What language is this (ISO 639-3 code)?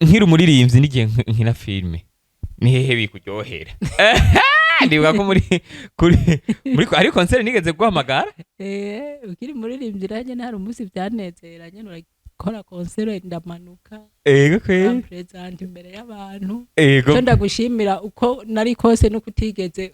run